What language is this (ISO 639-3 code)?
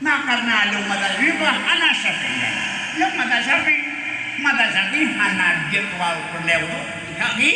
ace